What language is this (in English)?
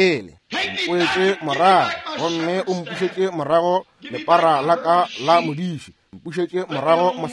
Northern Sotho